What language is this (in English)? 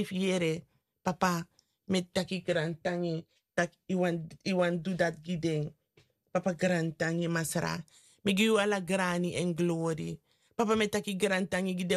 Sranan Tongo